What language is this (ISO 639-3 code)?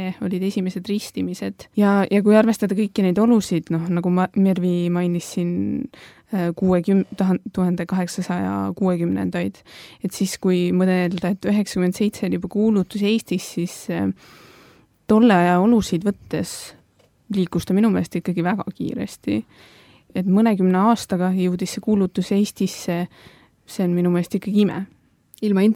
est